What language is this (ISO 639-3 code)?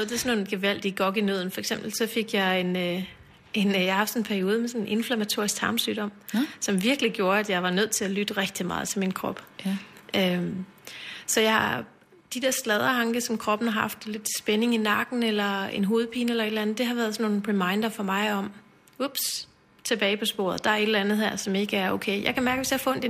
dan